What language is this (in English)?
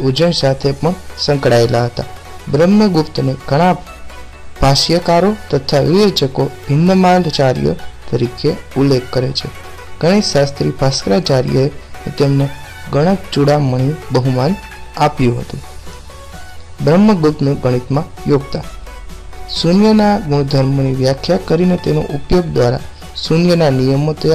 Gujarati